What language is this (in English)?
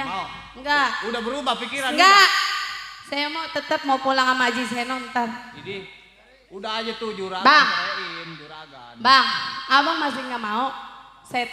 Betawi